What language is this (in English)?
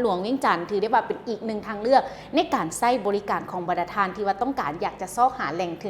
Lao